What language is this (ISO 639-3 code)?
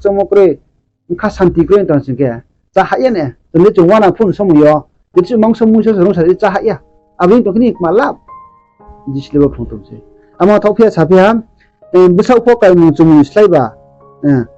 ria